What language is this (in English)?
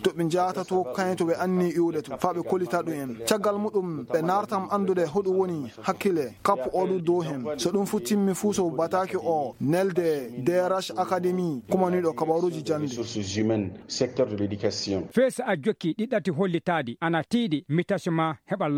Fula